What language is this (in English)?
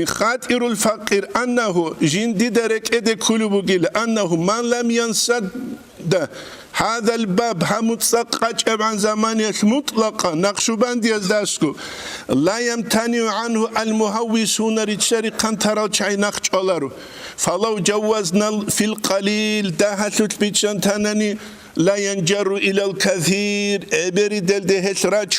Avaric